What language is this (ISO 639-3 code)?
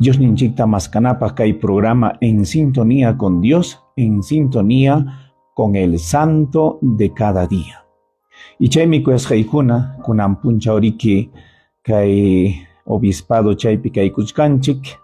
quy